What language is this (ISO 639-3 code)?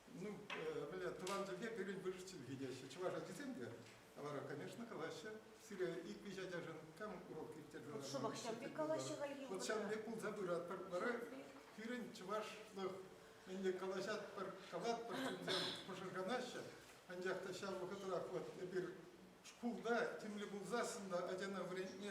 chv